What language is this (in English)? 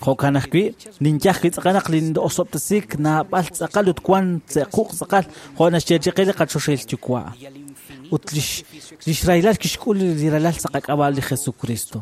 Kekchí